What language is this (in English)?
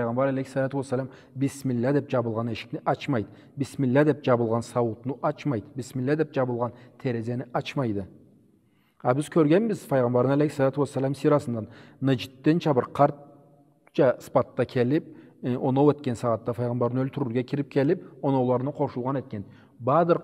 Karachay-Balkar